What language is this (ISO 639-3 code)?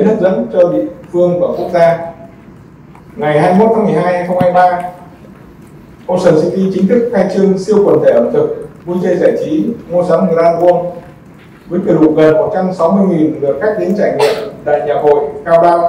vie